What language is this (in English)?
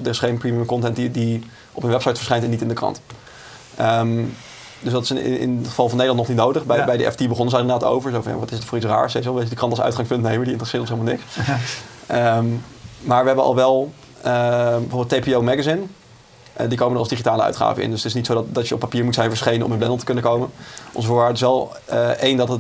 Dutch